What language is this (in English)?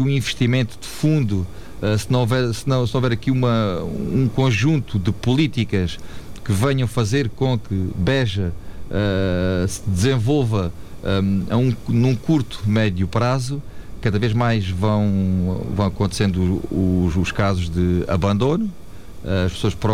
Portuguese